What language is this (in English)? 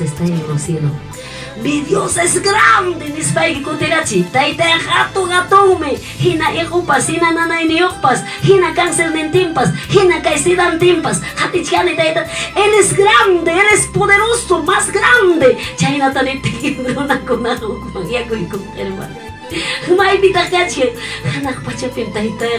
Ayacucho Quechua